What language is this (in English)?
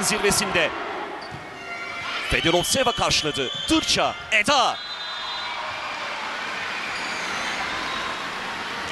Turkish